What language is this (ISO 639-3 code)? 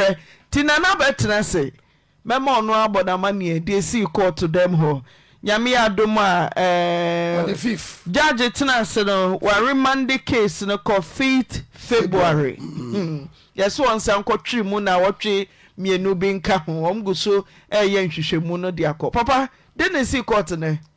aka